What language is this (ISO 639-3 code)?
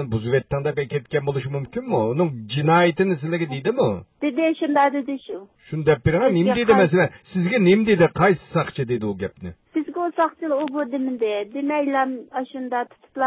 uig